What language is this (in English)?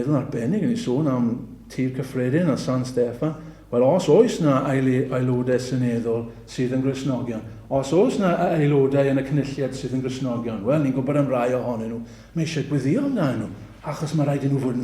Welsh